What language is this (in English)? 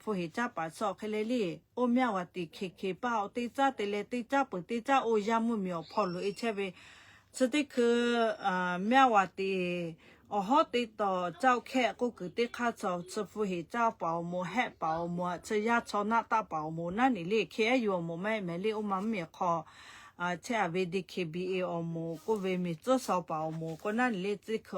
Lahu